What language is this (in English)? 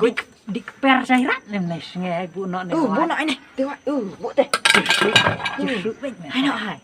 Khasi